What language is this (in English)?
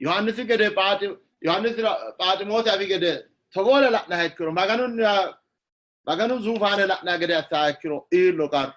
Sidamo